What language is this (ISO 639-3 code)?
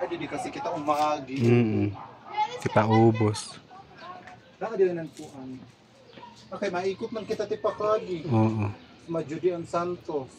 war